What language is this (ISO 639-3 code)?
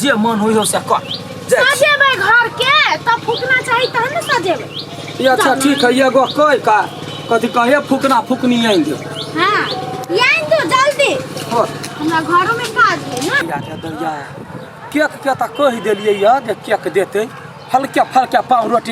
mai